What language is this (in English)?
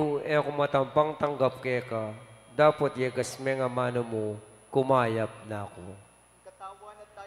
Pampanga